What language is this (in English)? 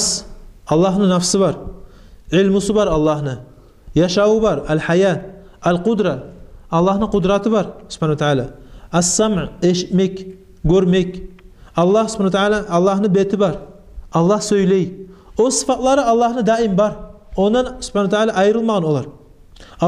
Kumyk